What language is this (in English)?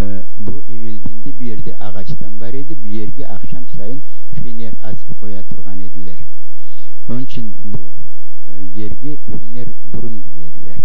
Crimean Tatar